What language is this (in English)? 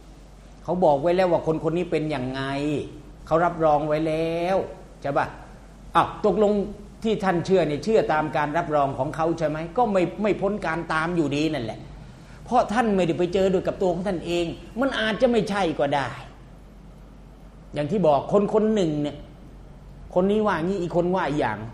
Thai